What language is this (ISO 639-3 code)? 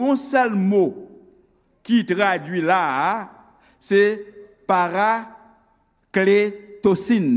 hat